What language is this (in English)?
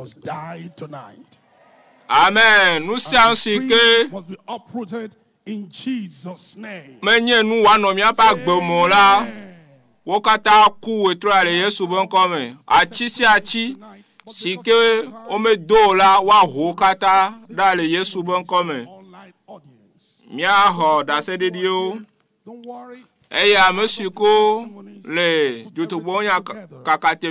Ewe